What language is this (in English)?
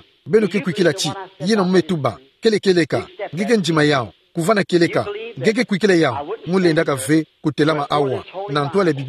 Kituba (Democratic Republic of Congo)